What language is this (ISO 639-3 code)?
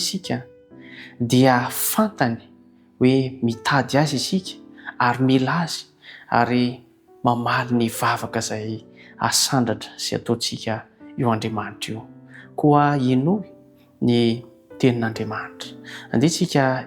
mlg